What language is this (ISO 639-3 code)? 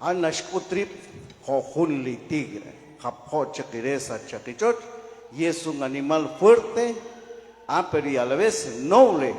kek